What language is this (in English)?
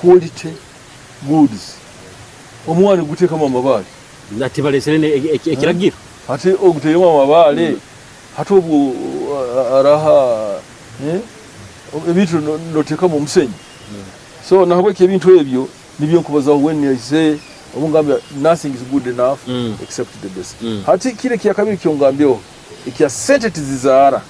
Nyoro